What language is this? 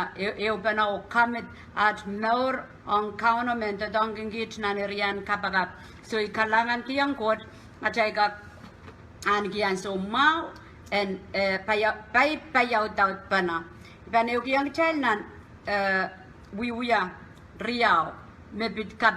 Pohnpeian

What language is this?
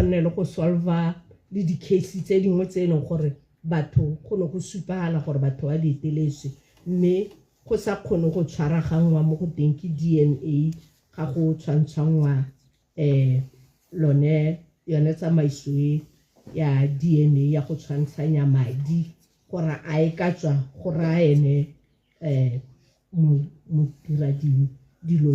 Tswana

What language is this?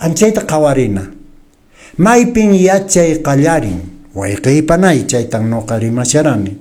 Quechua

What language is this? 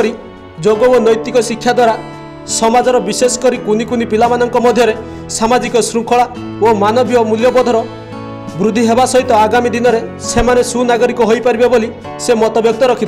Odia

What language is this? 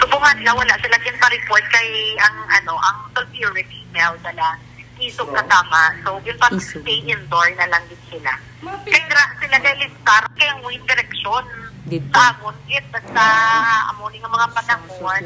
Hiligaynon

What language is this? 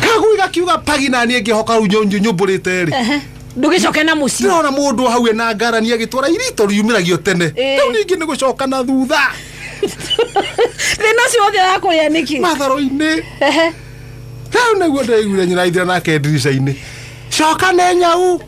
Kikuyu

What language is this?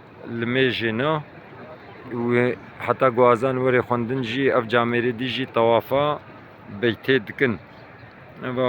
Kurdish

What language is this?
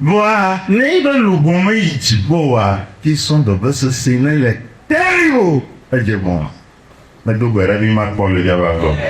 Ewe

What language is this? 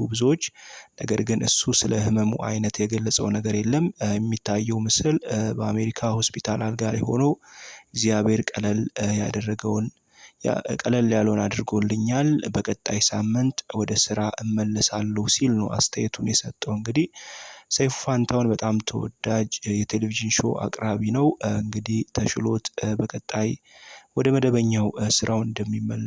Amharic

